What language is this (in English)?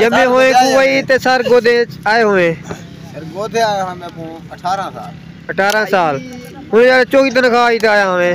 Saraiki